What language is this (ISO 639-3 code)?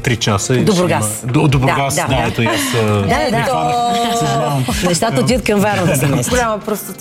bul